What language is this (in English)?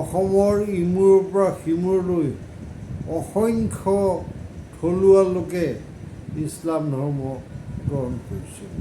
Assamese